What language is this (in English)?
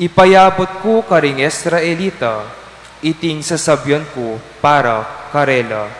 Pampanga